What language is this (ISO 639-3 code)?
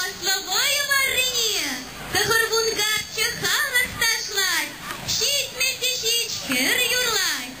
chv